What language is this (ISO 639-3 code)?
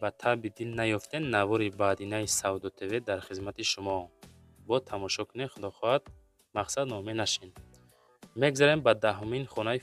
tgk